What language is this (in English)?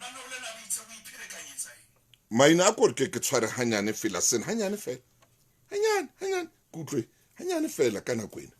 Southern Sotho